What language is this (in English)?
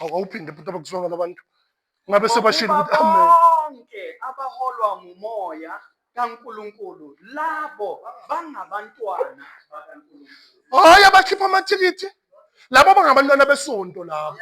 Zulu